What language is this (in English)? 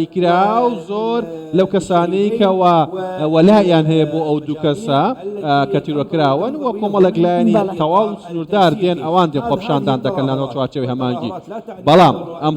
Central Kurdish